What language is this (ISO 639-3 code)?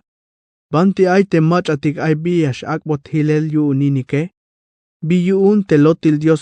tzh